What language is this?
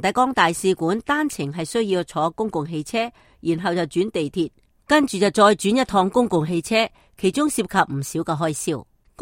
Cantonese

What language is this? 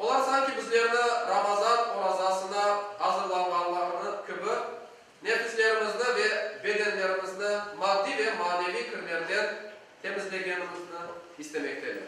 Crimean Tatar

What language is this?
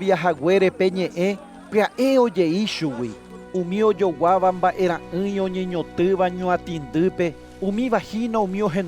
Guarani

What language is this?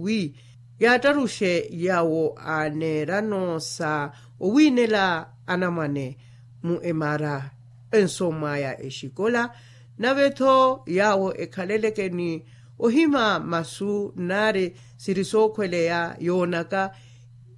Makhuwa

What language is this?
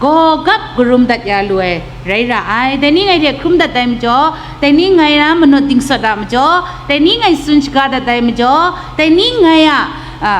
Kachin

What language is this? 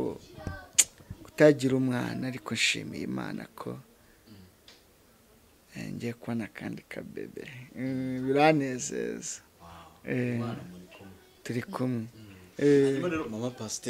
Kinyarwanda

